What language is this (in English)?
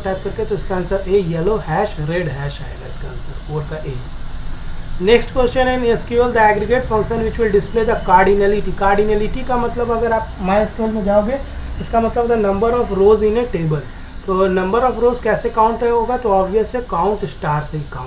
Hindi